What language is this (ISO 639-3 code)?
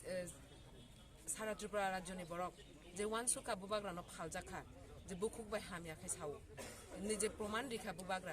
trp